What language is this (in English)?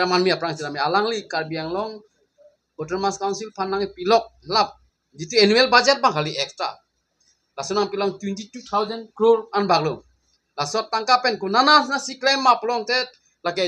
Karbi